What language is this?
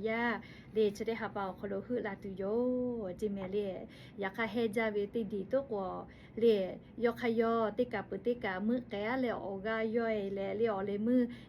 Lahu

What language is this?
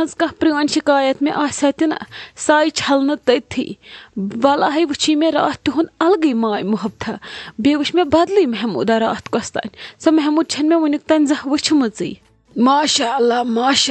Kashmiri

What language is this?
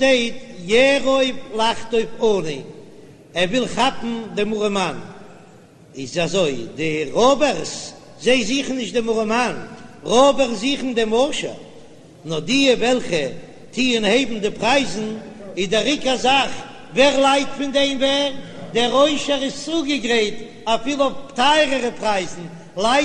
Yiddish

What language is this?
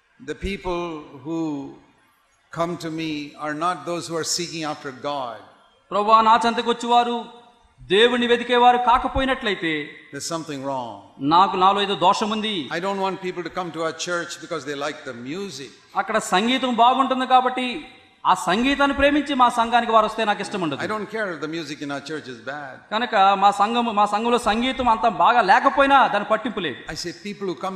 Telugu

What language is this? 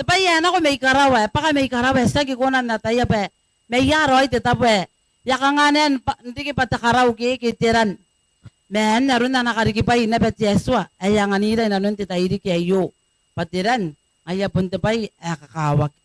Gilbertese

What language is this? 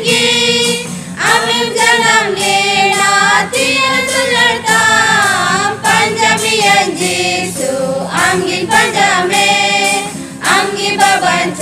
Santali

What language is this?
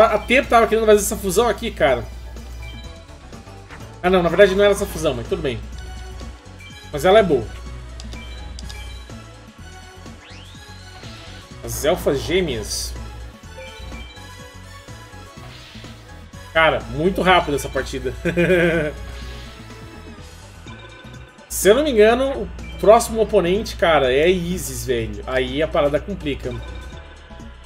Portuguese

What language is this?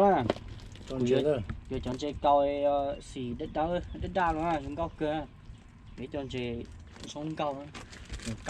Hmong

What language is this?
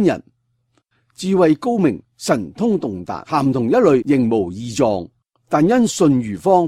Cantonese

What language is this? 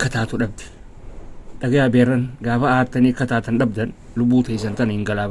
Oromo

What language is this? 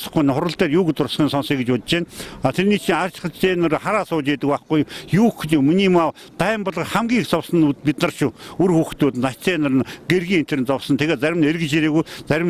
Mongolian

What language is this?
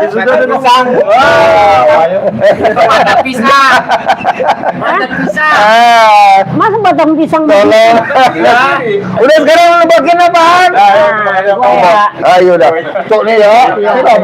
Betawi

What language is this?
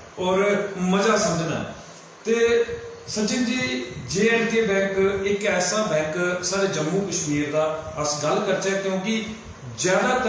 Dogri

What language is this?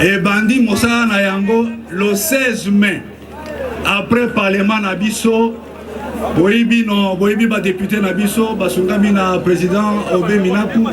Lingala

